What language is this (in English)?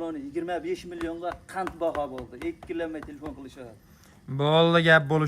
Uzbek